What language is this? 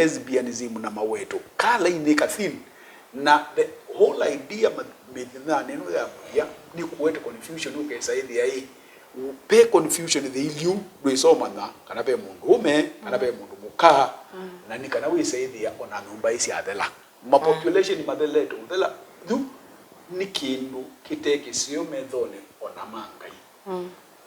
Kamba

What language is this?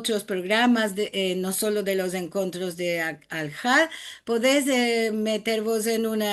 Ladino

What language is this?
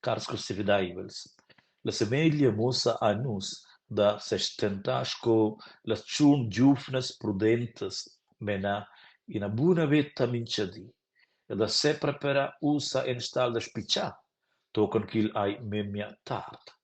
Romansh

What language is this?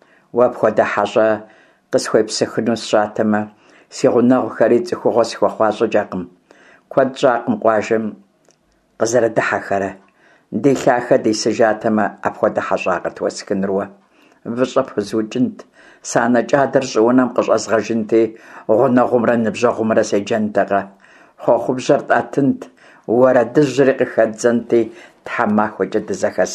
Kabardian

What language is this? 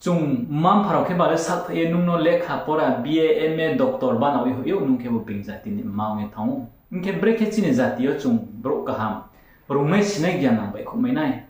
Riang (India)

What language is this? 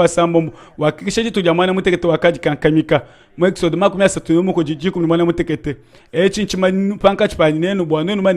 Luba-Lulua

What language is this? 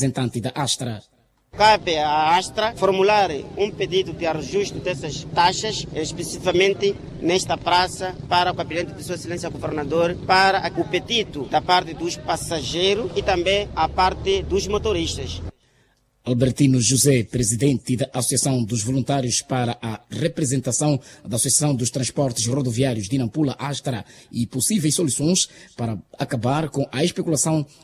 Portuguese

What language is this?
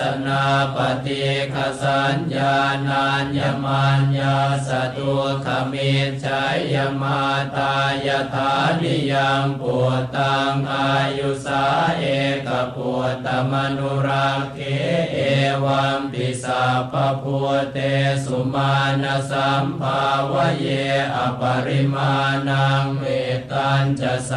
Pali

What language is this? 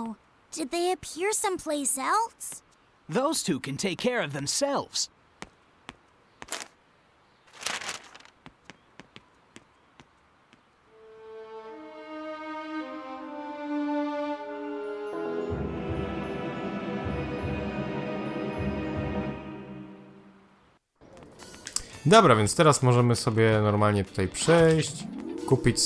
Polish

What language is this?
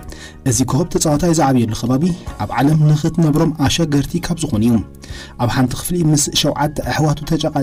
Tigrinya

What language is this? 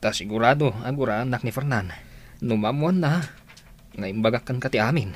Iloko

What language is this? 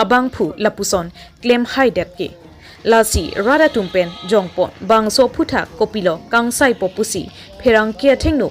Karbi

